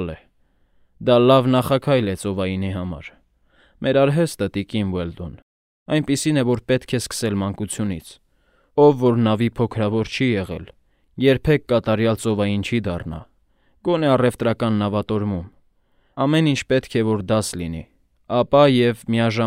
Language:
Armenian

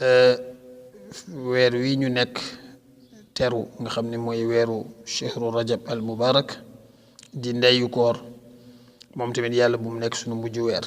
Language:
Wolof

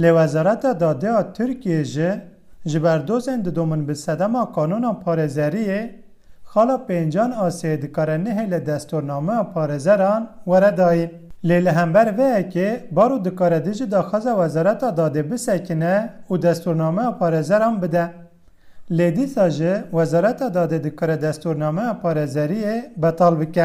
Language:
Kurdish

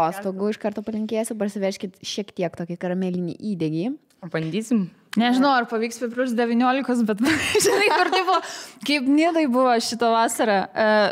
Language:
Lithuanian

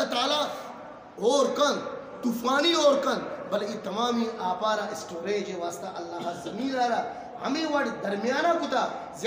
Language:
Eastern Balochi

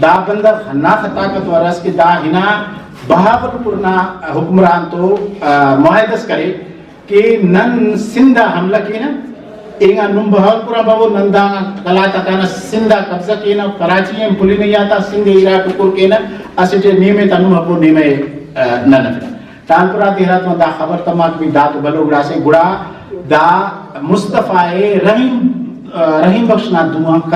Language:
Brahui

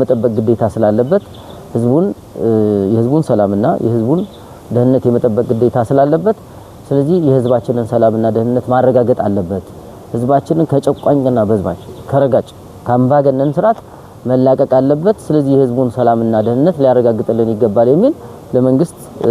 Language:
Amharic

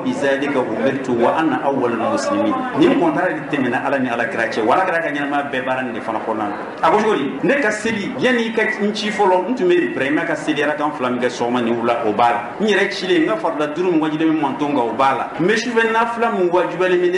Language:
Bambara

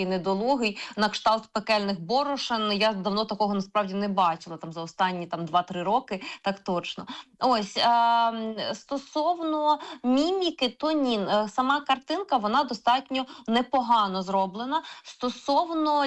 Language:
Ukrainian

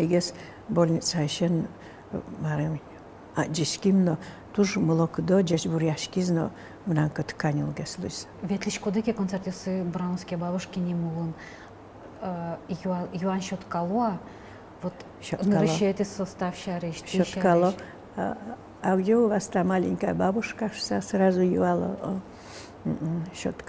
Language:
Udmurt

